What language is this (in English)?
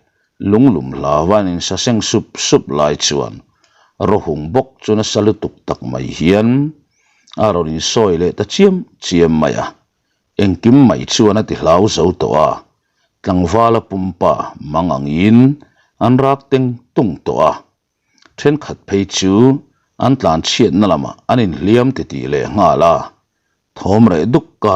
Mizo